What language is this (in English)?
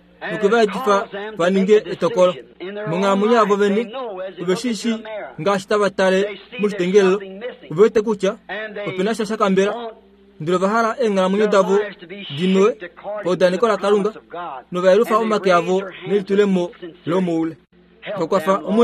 Kuanyama